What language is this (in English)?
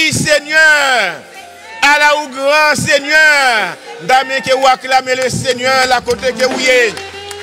French